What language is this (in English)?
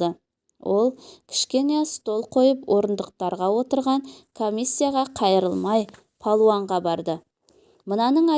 Kazakh